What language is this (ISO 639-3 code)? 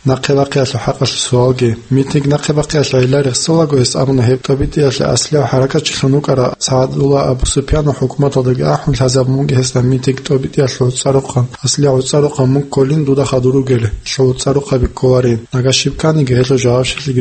ava